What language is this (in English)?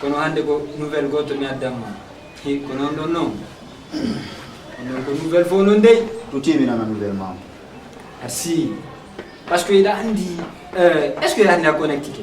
Fula